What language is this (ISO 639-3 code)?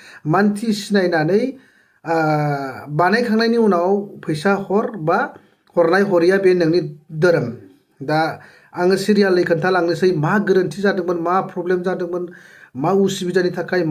brx